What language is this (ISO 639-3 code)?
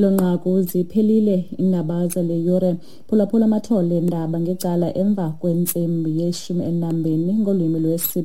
xho